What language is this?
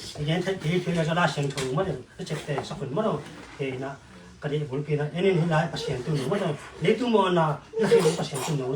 Tedim Chin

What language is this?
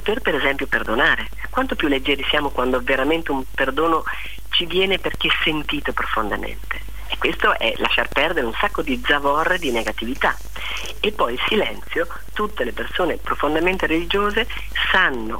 Italian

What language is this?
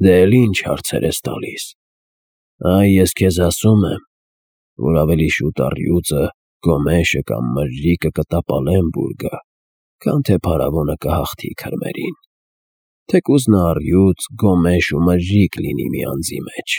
Armenian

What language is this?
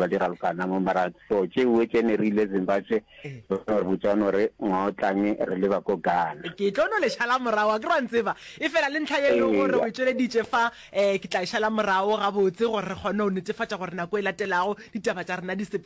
Northern Sotho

